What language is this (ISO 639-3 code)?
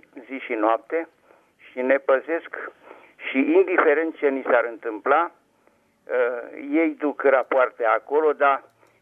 ron